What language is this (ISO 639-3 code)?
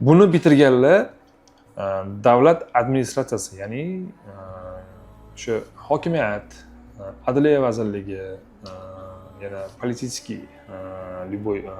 uzb